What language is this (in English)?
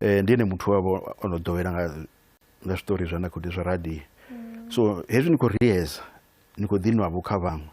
Venda